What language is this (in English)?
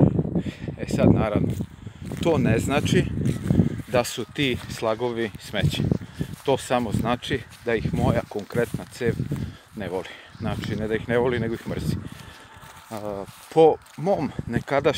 Serbian